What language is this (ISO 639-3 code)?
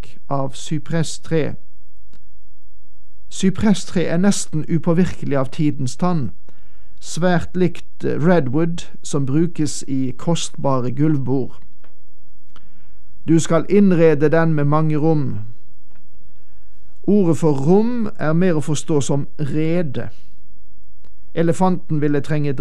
nor